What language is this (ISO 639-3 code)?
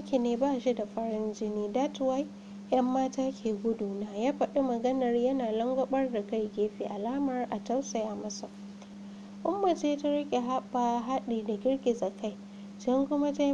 hau